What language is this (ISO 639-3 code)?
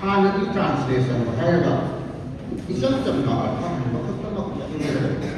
mni